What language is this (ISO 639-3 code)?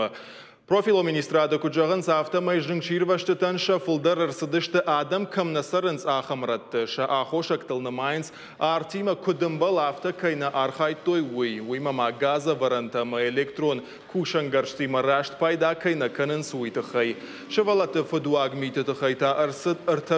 oss